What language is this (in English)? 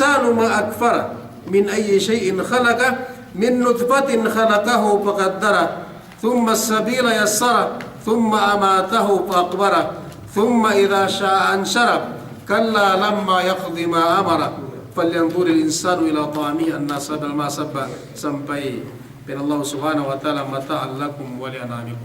Yakan